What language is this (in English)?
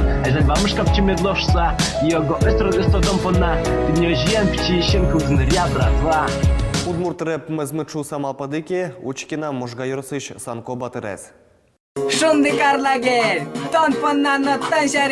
Udmurt